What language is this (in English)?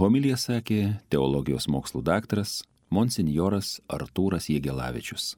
Lithuanian